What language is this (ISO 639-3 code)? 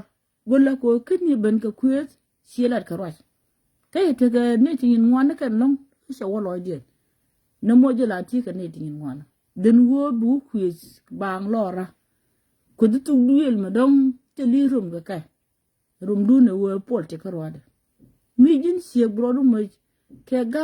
nus